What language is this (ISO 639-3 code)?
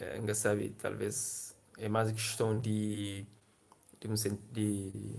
kea